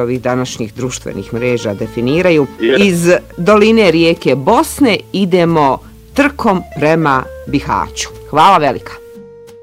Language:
Bosnian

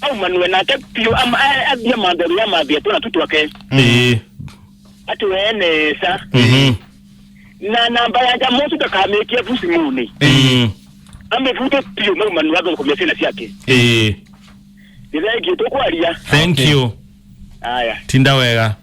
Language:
Kamba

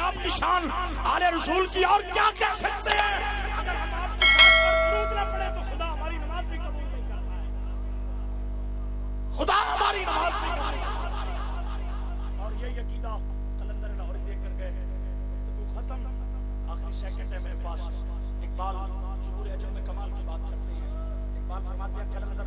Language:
Urdu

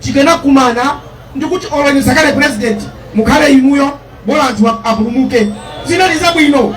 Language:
Nyanja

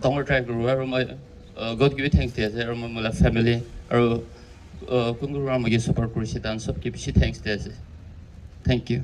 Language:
Naga Pidgin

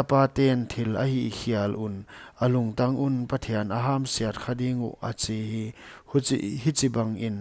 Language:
Paite Chin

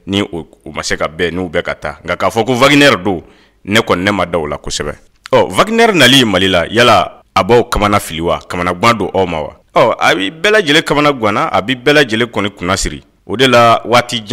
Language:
Bambara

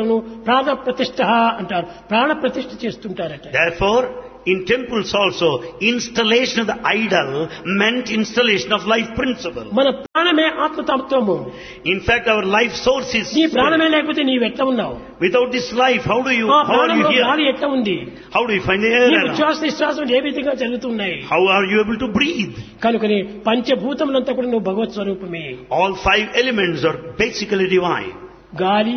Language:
Telugu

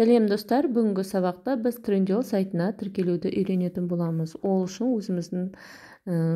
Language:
Kazakh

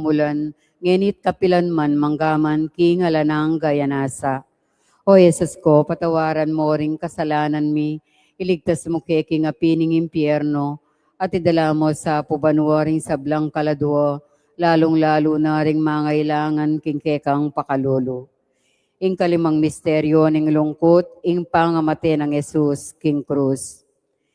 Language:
Pampanga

